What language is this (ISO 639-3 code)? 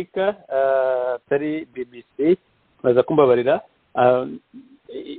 kin